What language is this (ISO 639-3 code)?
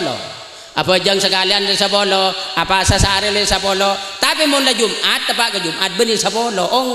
mad